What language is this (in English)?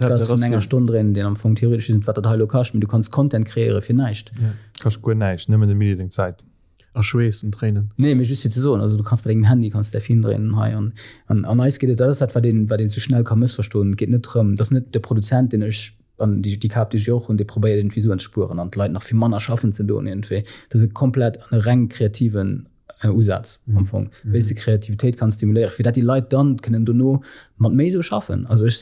Luxembourgish